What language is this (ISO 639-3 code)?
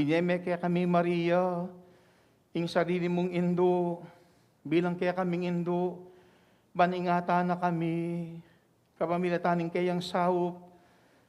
pam